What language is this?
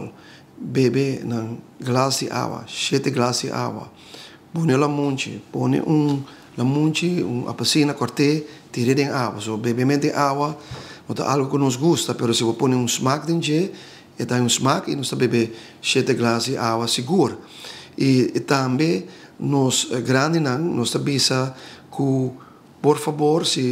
Papiamento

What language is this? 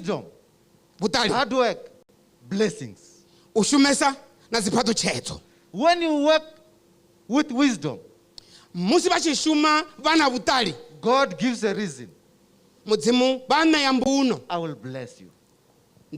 Venda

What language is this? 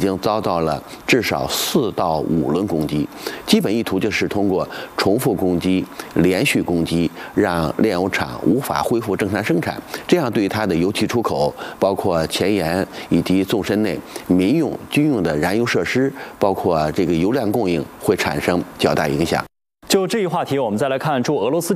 Chinese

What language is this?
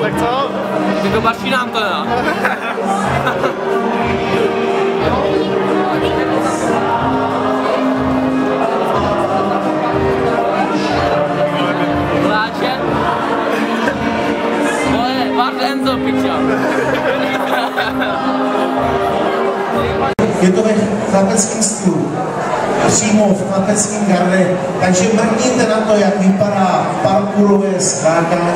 Czech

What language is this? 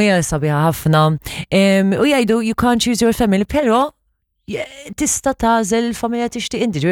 Maltese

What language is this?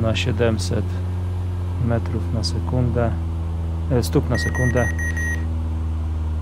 Polish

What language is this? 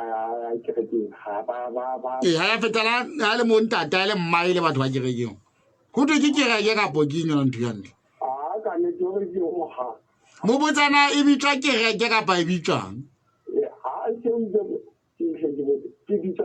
Southern Sotho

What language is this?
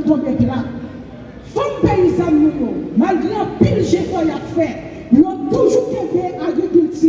Haitian Creole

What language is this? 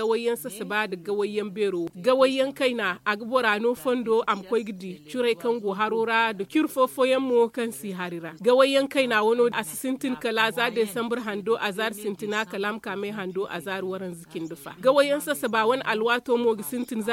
Zarma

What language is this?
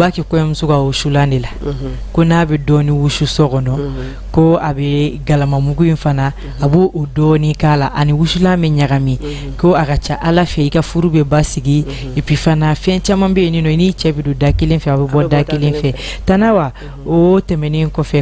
Bambara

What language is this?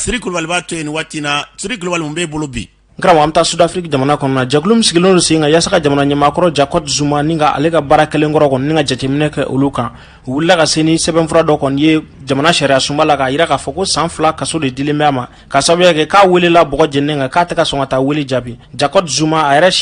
Bambara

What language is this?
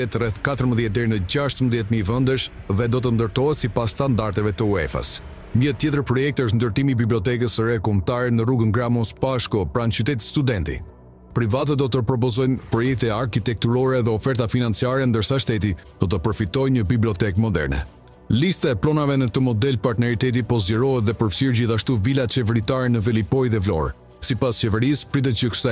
Albanian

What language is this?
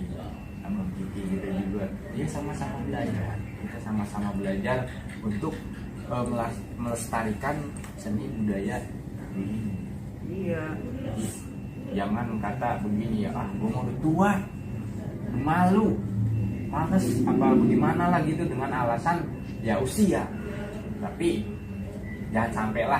Betawi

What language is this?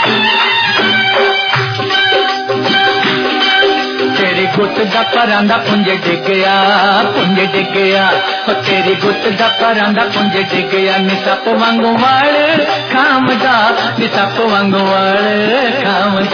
Punjabi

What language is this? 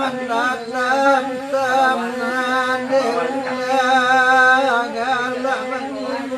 Minangkabau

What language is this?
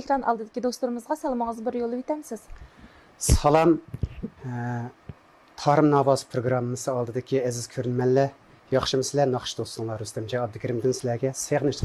Uyghur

